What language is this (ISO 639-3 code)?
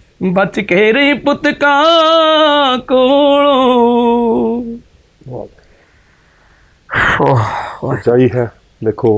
pan